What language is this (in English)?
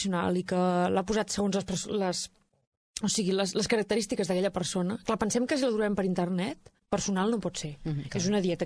Catalan